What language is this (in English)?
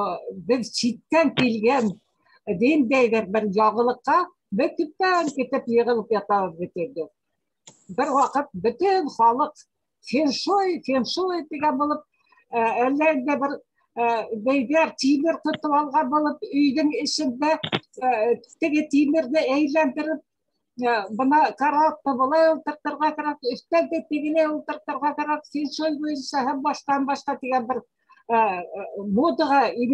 Bashkir